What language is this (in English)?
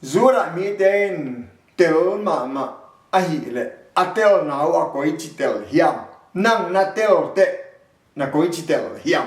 Tedim Chin